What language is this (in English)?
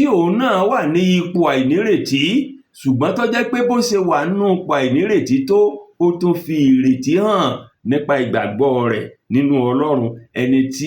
Yoruba